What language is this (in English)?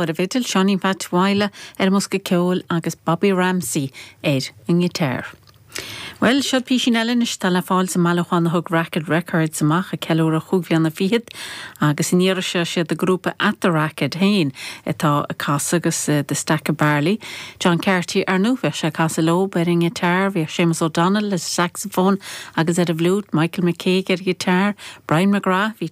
Irish